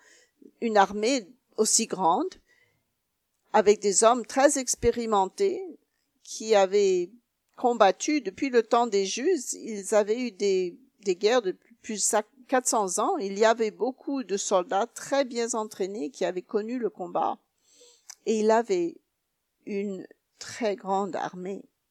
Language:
French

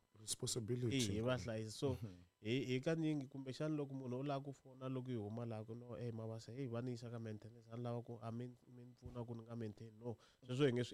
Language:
Tsonga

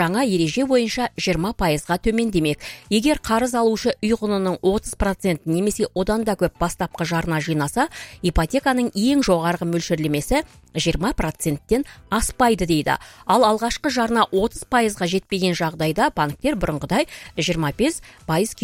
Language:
Kazakh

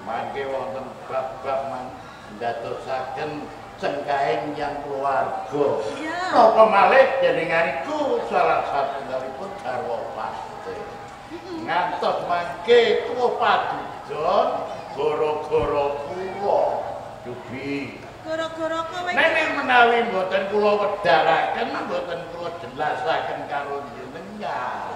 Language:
Javanese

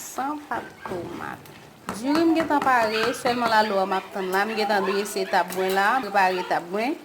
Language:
Haitian Creole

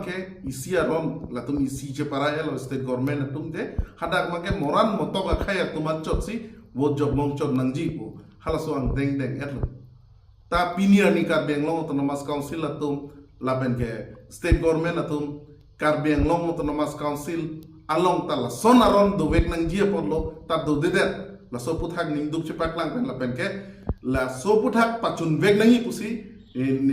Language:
Karbi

